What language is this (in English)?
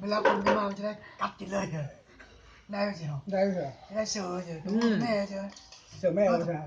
Lao